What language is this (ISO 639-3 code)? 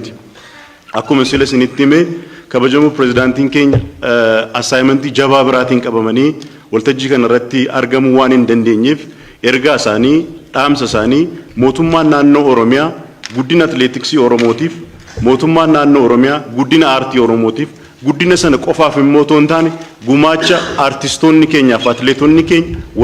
orm